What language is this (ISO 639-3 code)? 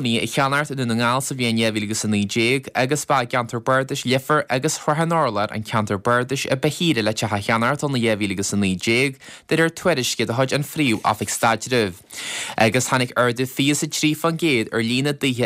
gle